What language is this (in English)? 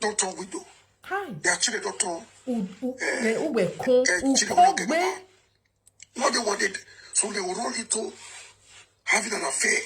Nigerian Pidgin